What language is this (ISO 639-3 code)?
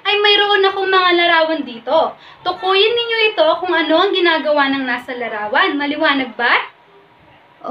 fil